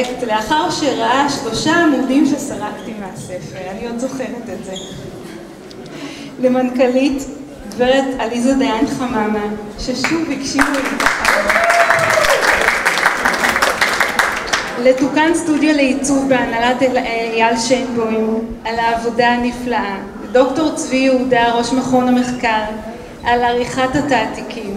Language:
Hebrew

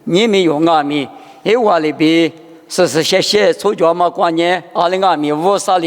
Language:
Lisu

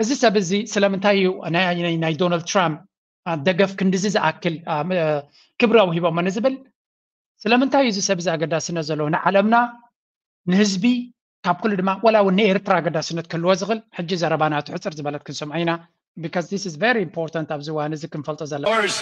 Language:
Tigrinya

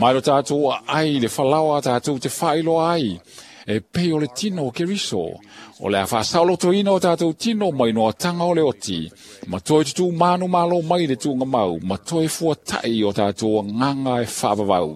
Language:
Samoan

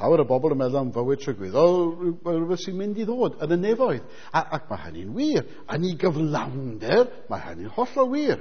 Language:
Welsh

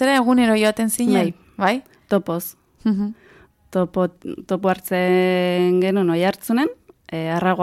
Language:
Basque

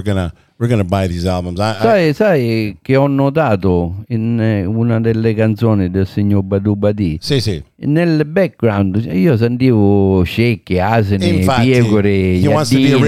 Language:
Italian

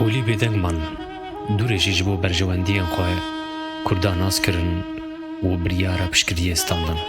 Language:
Kurdish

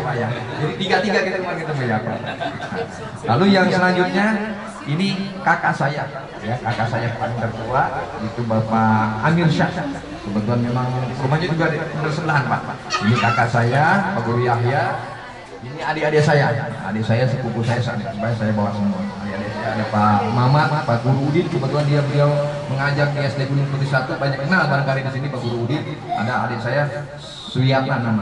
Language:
Indonesian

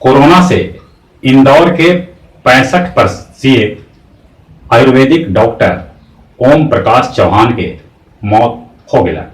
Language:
Magahi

